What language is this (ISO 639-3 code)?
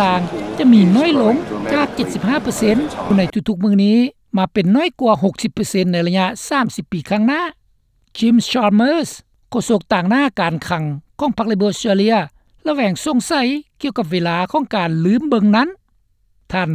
lao